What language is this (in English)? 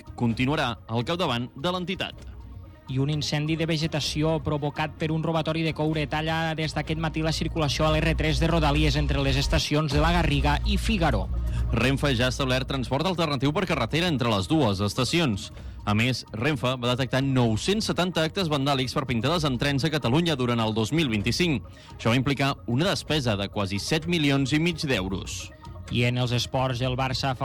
Catalan